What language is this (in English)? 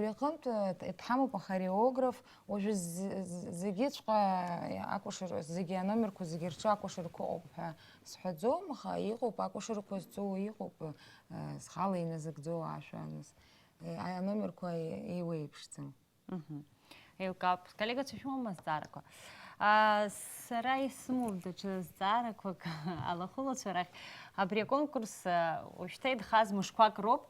Abkhazian